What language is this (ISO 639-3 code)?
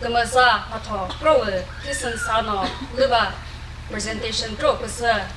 nri